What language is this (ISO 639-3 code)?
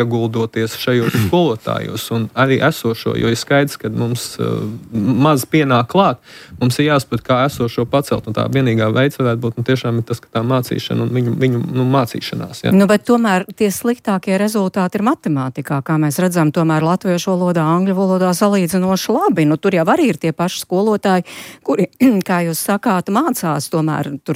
lav